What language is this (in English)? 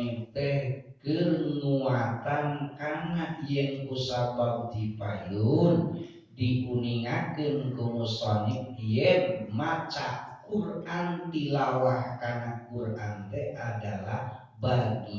Sundanese